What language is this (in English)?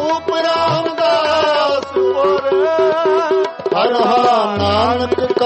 Punjabi